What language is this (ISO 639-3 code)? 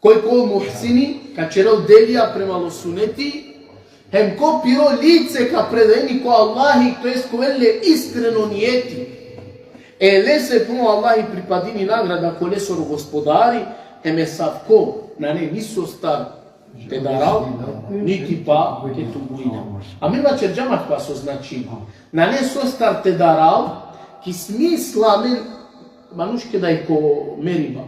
rmn